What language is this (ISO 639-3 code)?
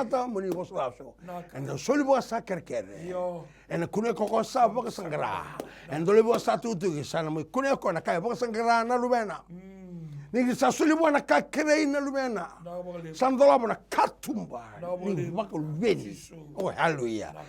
fij